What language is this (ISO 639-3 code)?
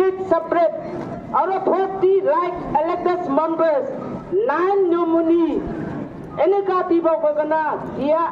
nbe